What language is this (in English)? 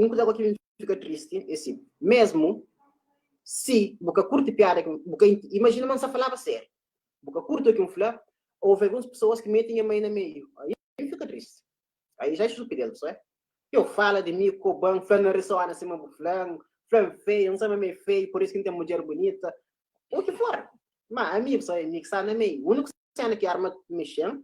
Kabuverdianu